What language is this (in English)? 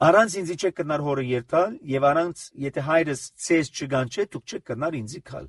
Armenian